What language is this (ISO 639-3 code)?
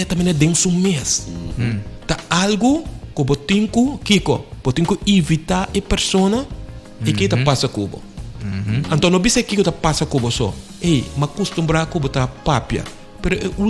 pap